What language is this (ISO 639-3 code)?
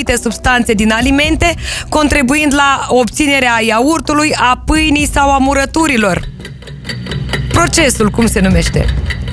ron